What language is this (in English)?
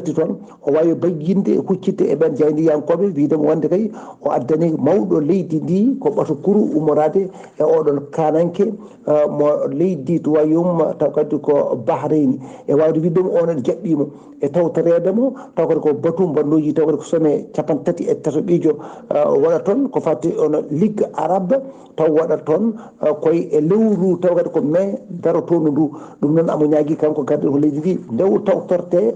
Fula